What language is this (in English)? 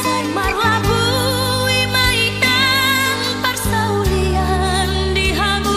Batak Toba